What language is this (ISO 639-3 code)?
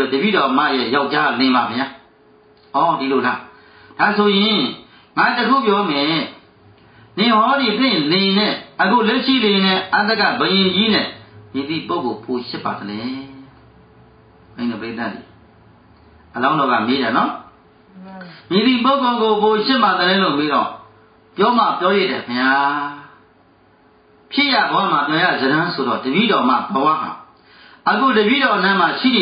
mya